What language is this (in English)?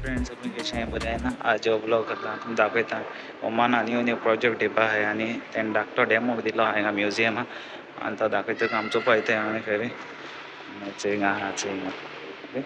Konkani